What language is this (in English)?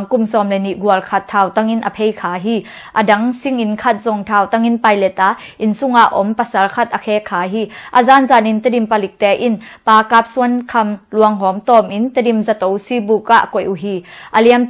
Tedim Chin